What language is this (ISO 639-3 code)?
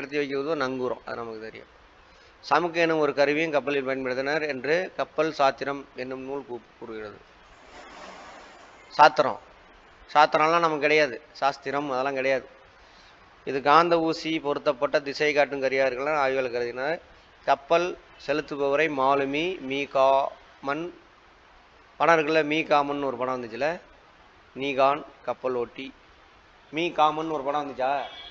tam